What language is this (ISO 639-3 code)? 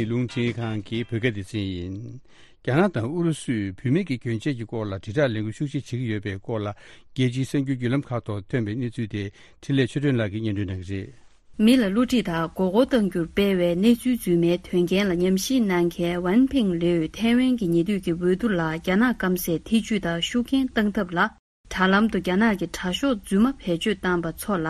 bod